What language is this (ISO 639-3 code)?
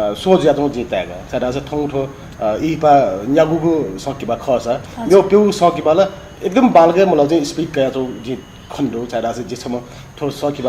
new